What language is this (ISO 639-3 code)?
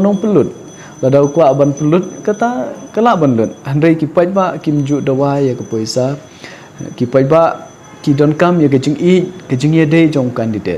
kha